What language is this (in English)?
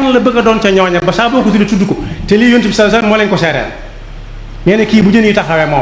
Wolof